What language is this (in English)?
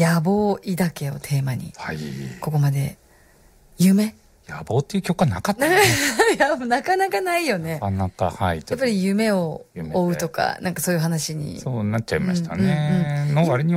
Japanese